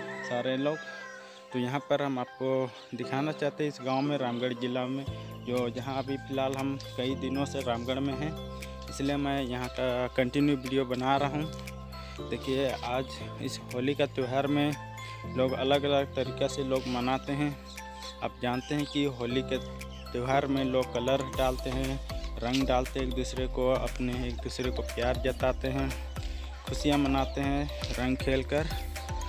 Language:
Hindi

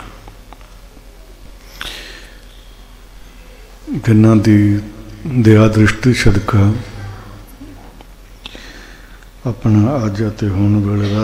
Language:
Punjabi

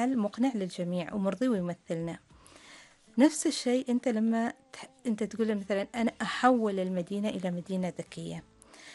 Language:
Arabic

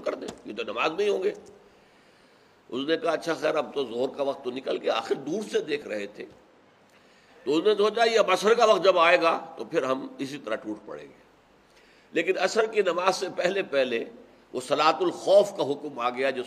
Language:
Urdu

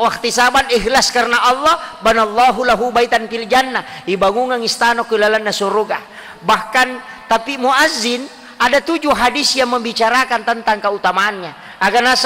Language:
Buginese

